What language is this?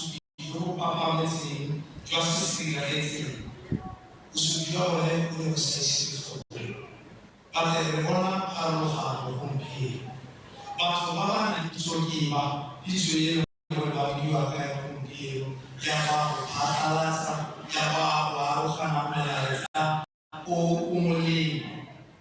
Tswana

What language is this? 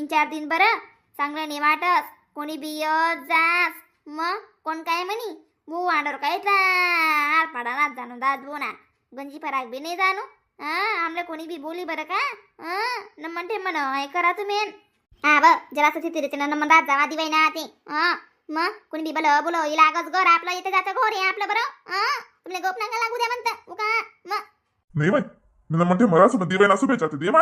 Khandesi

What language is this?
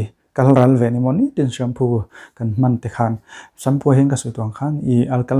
Mizo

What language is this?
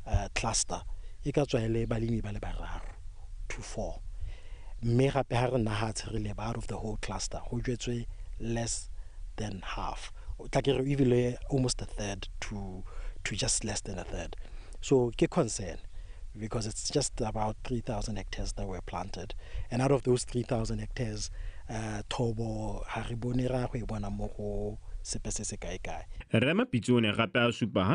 Tswana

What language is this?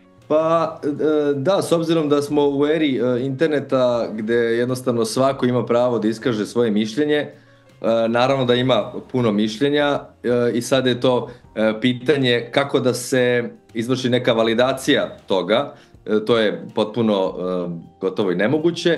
Bosnian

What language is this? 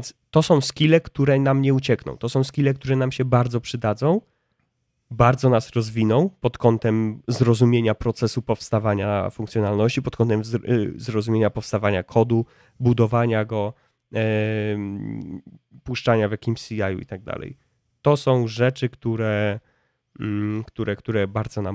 Polish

